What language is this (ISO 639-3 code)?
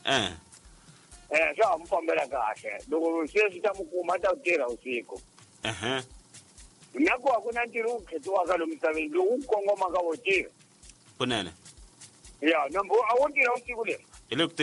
tso